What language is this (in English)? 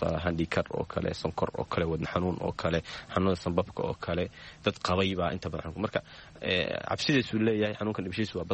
Somali